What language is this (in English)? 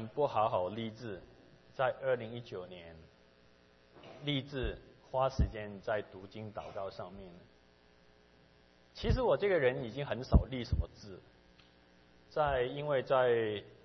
Chinese